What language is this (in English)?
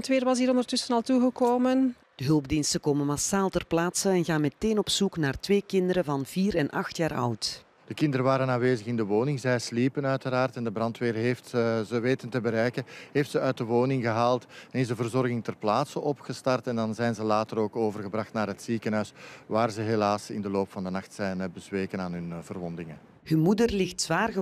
Dutch